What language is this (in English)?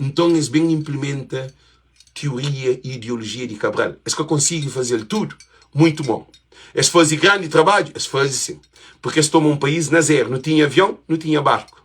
Kabuverdianu